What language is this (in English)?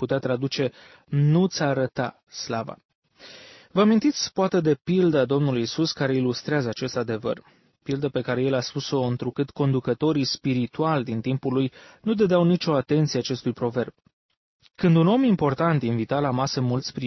Romanian